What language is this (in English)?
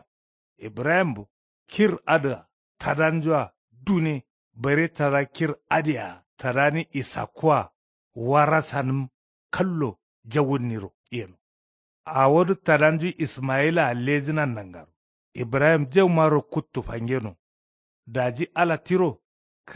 Kanuri